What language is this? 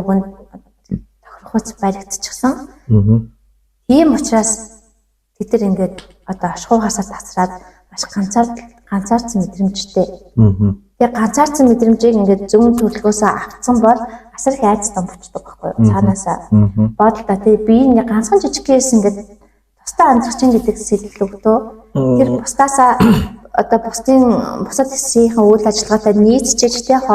Mongolian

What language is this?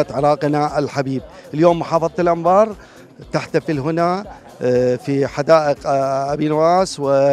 Mesopotamian Arabic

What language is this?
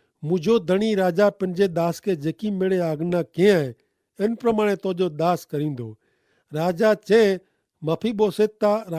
Kachhi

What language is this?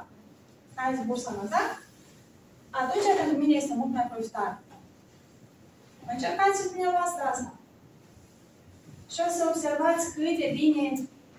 Romanian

